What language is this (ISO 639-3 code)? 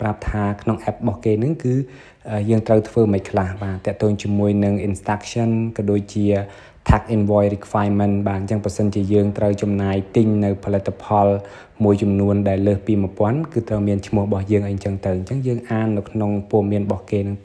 khm